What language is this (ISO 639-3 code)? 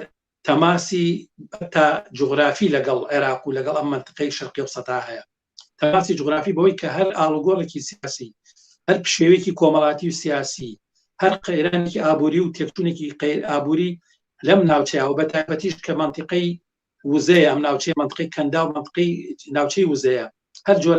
ckb